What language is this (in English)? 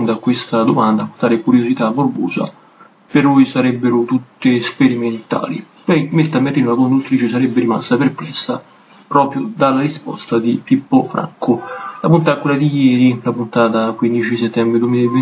Italian